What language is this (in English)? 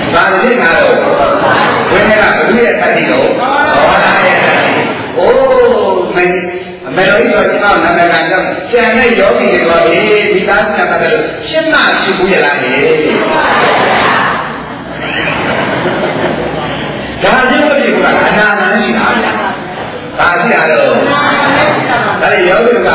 Burmese